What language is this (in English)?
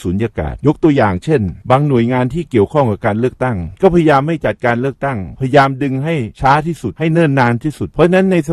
Thai